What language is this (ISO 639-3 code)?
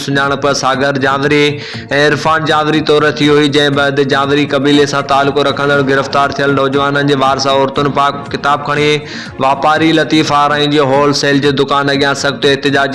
snd